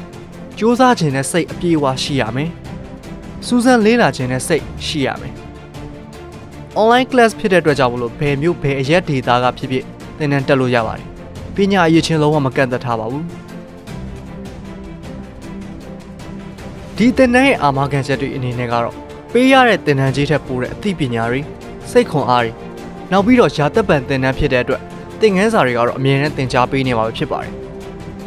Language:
Burmese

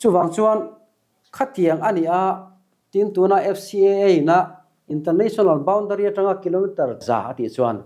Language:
Mizo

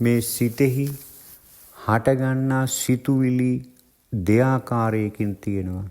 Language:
Sinhala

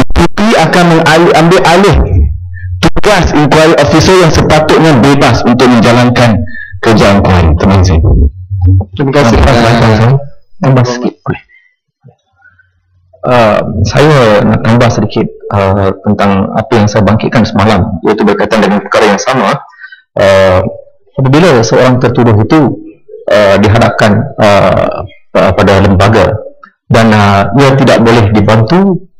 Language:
Malay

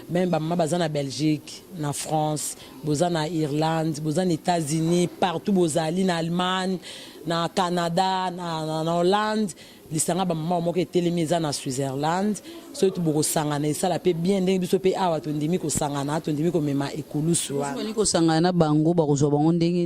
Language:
Lingala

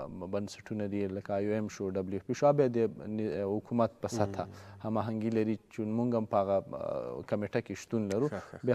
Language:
Pashto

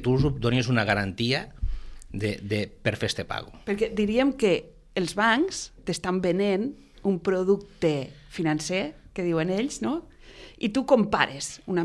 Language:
Catalan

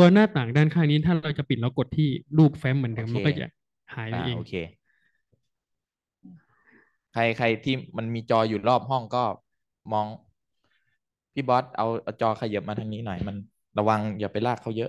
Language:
Thai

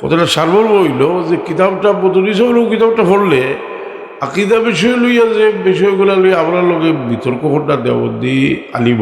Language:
Sylheti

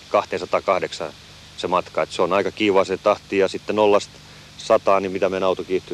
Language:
Finnish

